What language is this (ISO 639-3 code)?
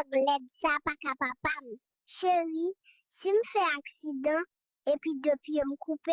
hat